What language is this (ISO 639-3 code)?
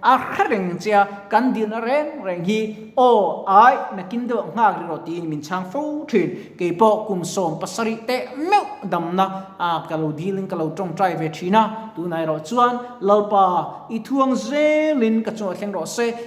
lus